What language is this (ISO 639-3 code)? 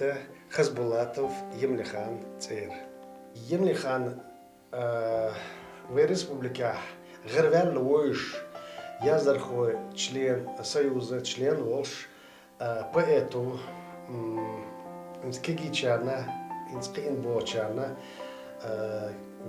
che